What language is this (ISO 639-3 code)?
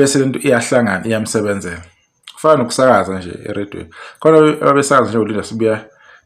zul